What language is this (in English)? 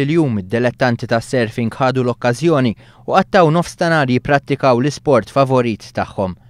Maltese